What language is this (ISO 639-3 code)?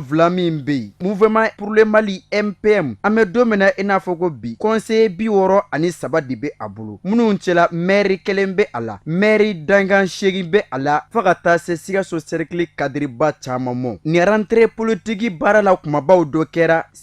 bam